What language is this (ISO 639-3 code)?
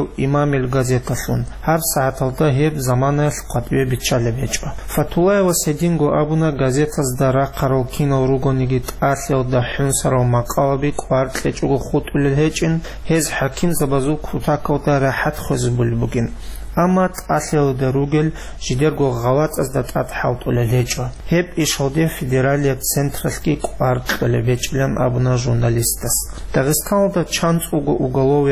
ava